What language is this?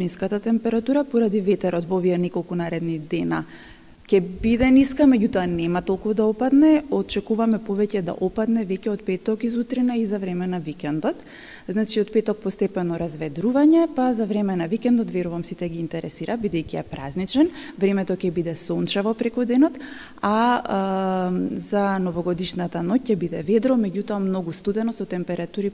Macedonian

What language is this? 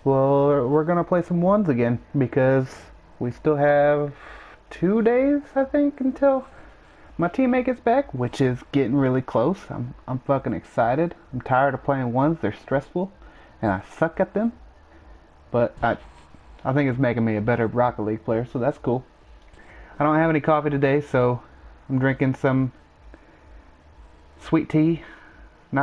English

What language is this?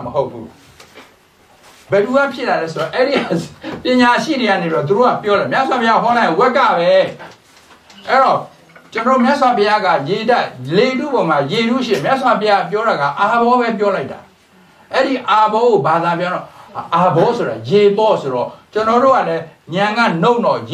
Burmese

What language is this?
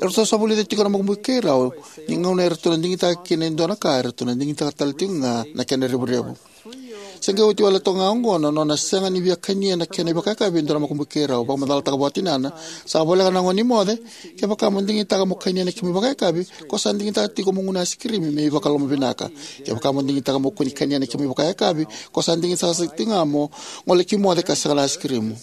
Fijian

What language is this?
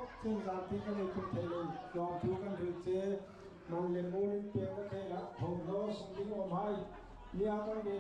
Hmar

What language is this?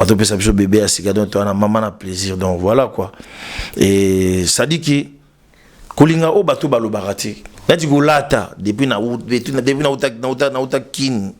Lingala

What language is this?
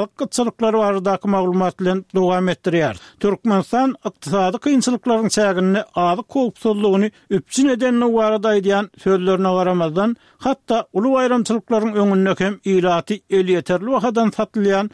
Turkmen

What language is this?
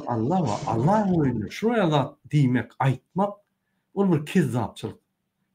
Turkmen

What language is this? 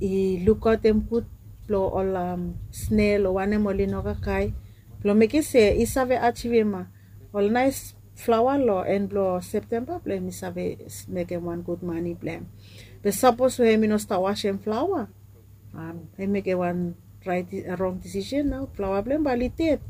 Bislama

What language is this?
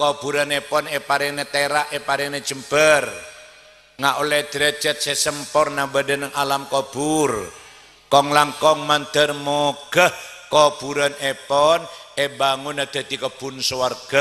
Madurese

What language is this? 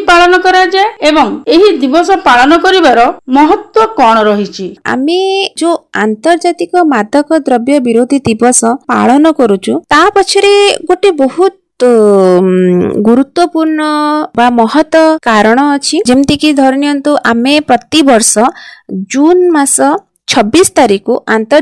Odia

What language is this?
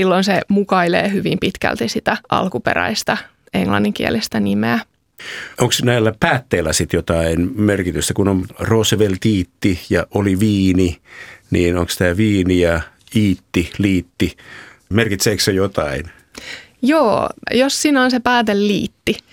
Finnish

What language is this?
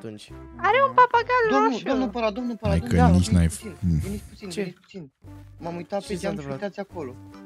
Romanian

